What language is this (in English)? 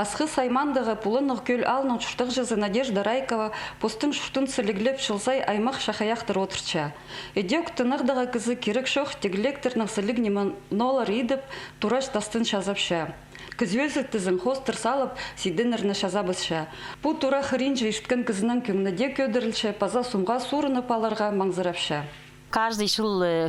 Khakas